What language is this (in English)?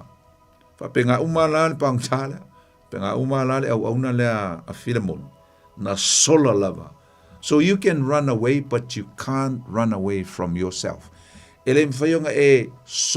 Samoan